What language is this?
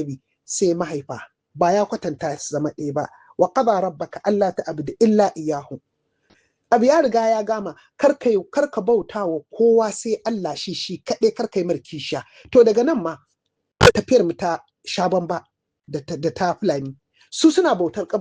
Hausa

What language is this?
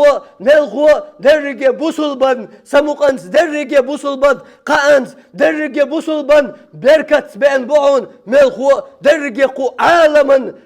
Chechen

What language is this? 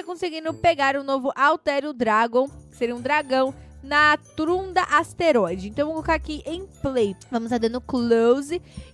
Portuguese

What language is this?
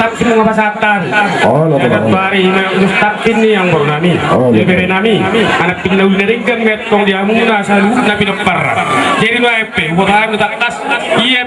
Batak Toba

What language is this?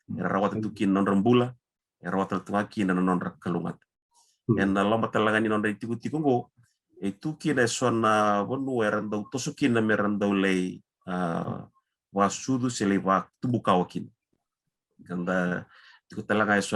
Fijian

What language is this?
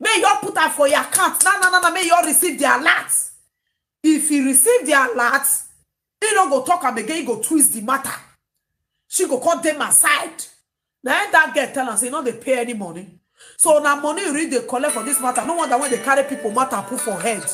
Nigerian Pidgin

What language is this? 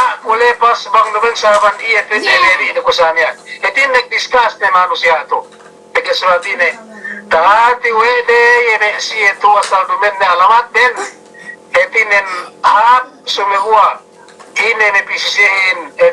Yakan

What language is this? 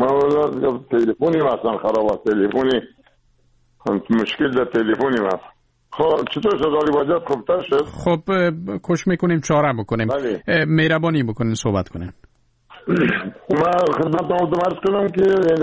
Persian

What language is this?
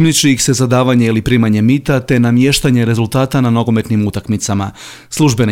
Croatian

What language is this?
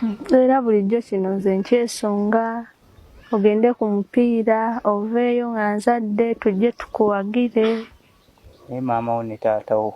Ganda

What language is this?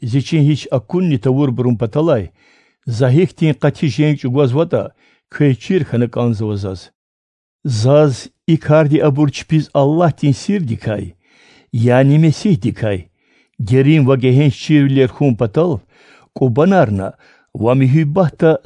Lezghian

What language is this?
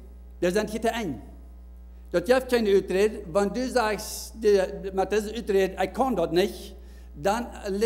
Plautdietsch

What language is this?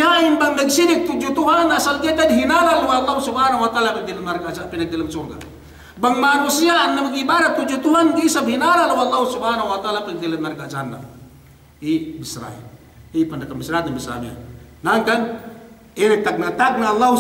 Yakan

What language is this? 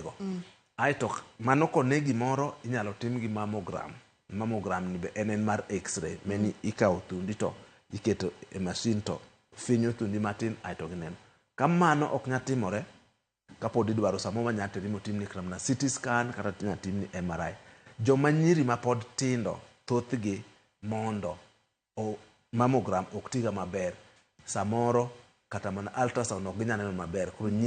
Luo (Kenya and Tanzania)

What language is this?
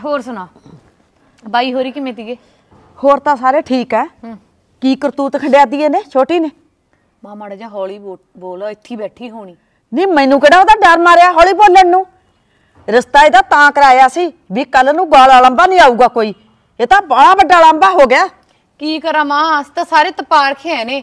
Punjabi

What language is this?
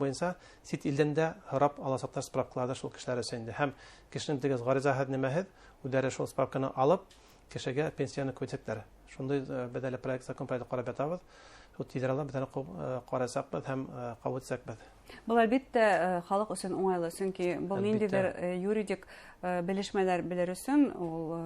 Bashkir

